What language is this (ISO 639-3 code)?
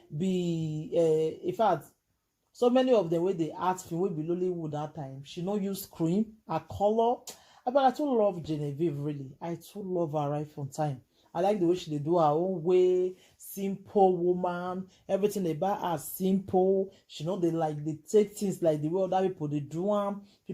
pcm